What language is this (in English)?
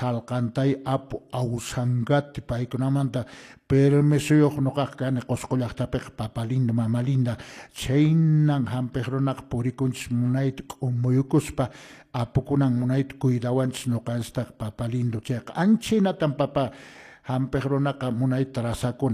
Quechua